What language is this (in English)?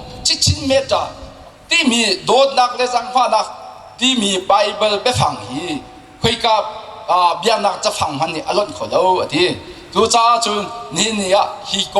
Hakha Chin